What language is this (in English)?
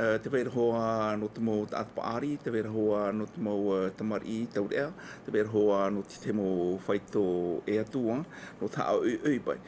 Tahitian